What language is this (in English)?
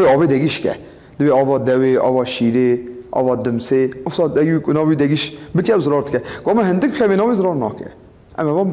Kurdish